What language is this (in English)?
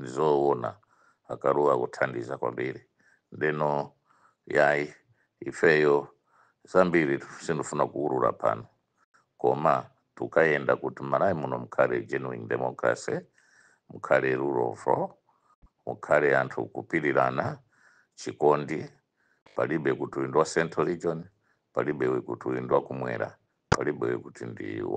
Nyanja